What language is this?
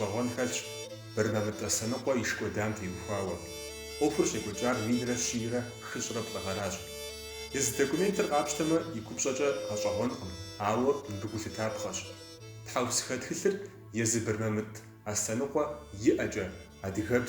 Kabardian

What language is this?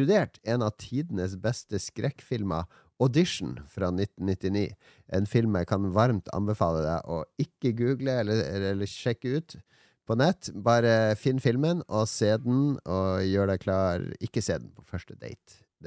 Norwegian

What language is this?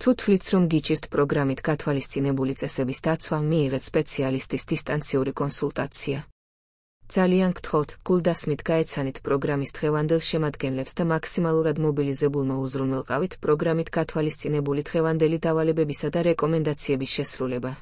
Georgian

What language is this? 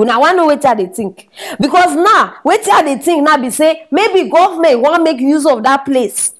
Nigerian Pidgin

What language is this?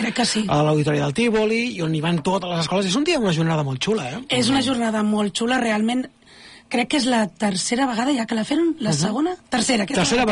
Catalan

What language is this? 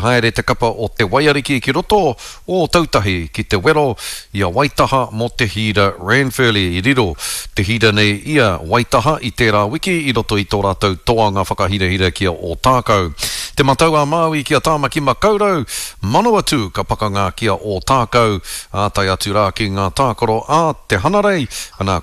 Māori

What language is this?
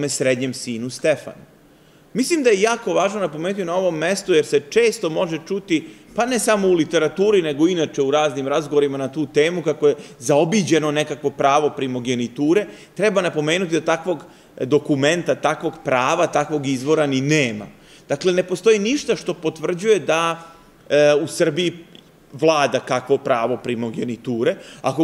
Serbian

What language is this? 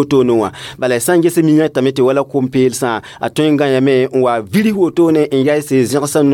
Mossi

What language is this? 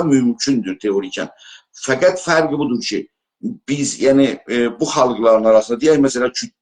South Azerbaijani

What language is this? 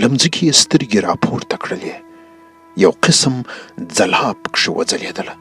Pashto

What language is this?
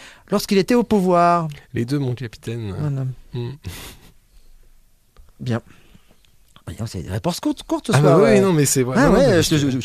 French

